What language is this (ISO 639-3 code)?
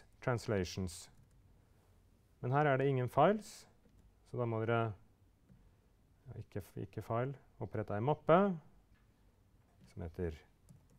nor